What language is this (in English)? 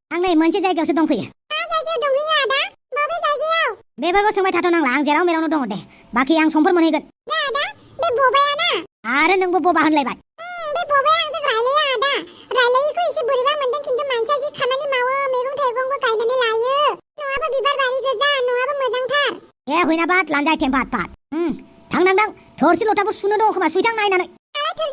Bodo